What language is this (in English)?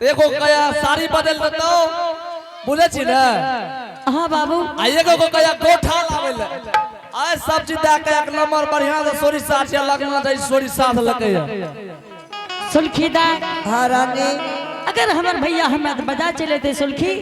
Angika